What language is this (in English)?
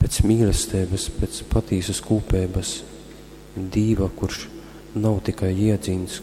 Latgalian